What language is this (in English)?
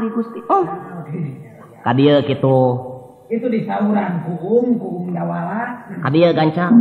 Sundanese